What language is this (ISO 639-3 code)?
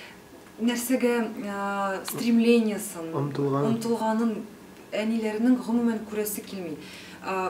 tat